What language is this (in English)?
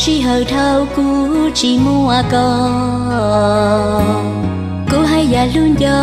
Hmong